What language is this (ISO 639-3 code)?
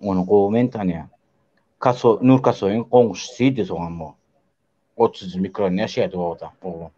tuk